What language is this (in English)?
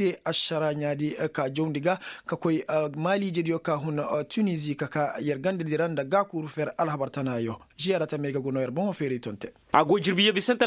Koyraboro Senni